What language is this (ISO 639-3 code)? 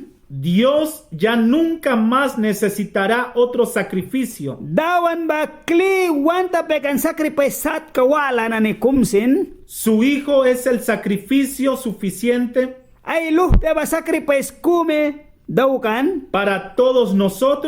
miq